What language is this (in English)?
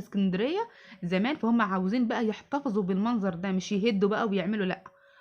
Egyptian Arabic